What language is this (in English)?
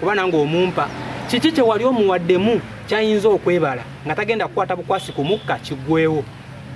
Ganda